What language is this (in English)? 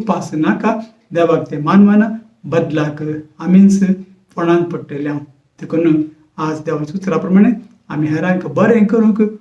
Konkani